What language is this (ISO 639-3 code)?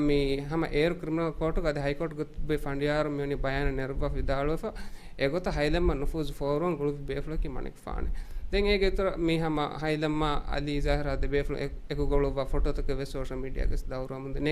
div